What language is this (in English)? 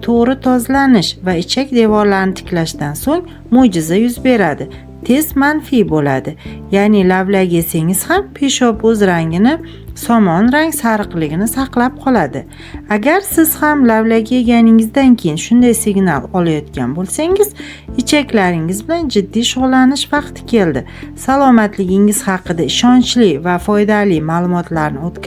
Uzbek